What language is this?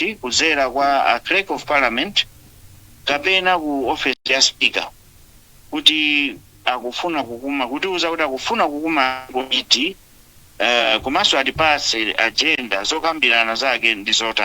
Nyanja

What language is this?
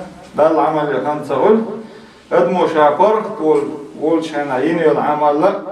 Chechen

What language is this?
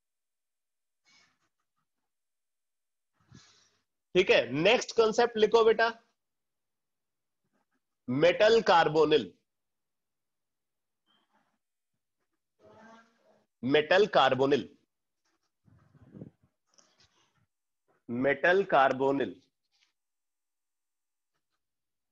Hindi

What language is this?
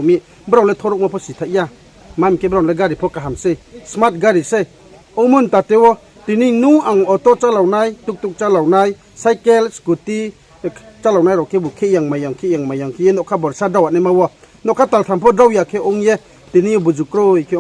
Riang (India)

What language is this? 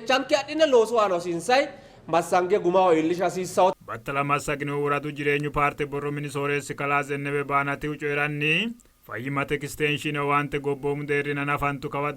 Sidamo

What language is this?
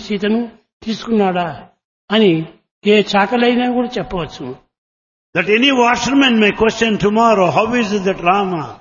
Telugu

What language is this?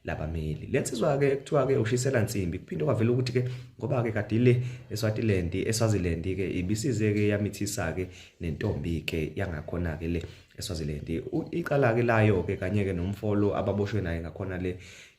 Zulu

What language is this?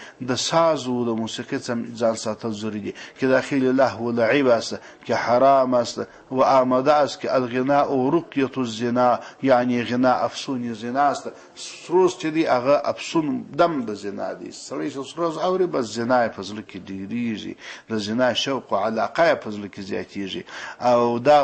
Pashto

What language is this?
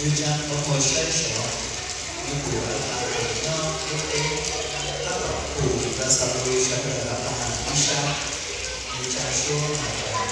Hmong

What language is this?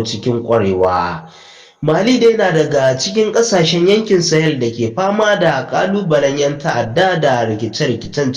Hausa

